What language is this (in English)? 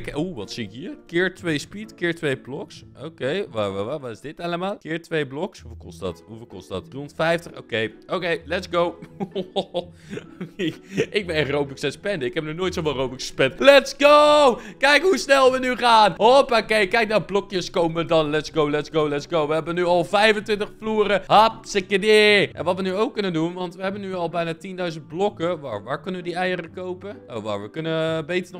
Dutch